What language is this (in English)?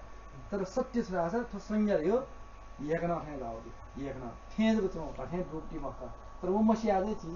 Newari